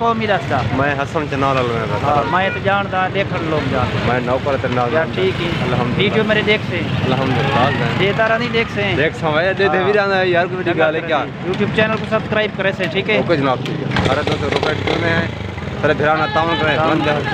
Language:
Saraiki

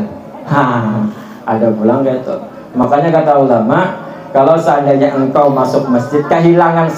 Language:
Banjar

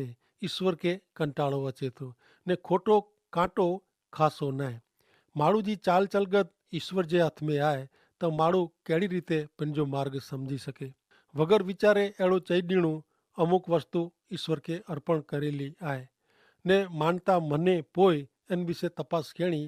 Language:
Kachhi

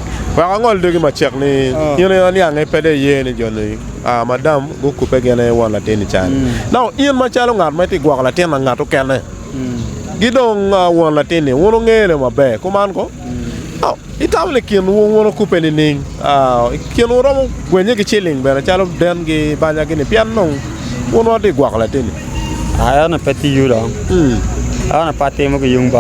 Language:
Acoli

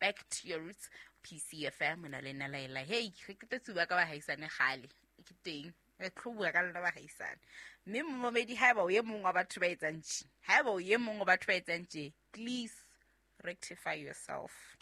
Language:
Southern Sotho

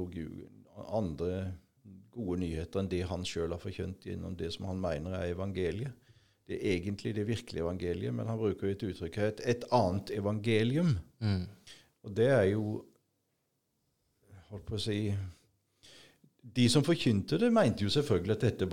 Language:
Norwegian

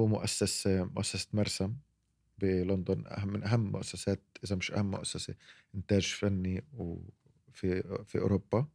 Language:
North Levantine Arabic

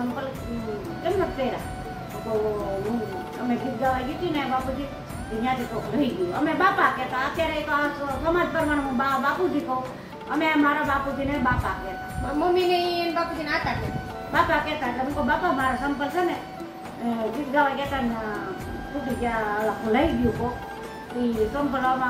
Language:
Gujarati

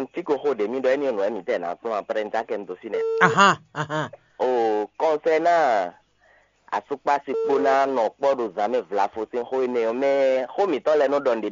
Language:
Fon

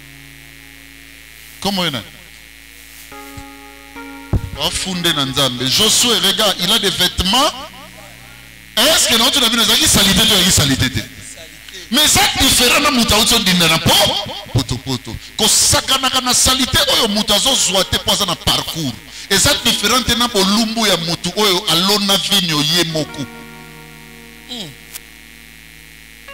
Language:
French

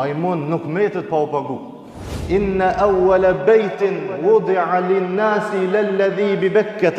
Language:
Albanian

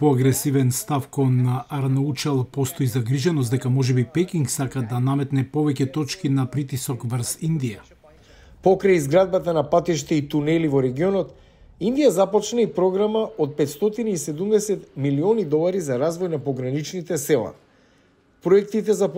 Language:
Macedonian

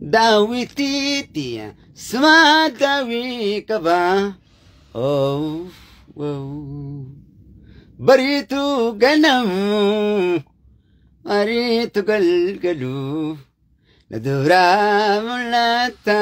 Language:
Oromo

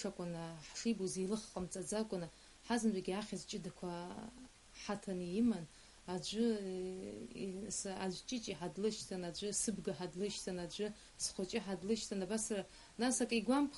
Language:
Abkhazian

